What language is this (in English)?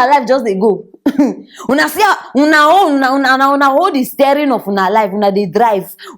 Nigerian Pidgin